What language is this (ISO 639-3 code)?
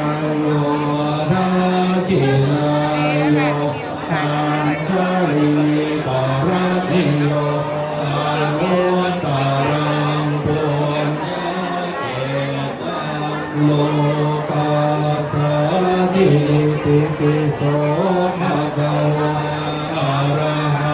pli